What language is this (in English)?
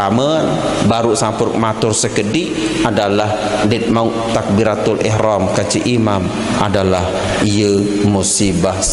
Sasak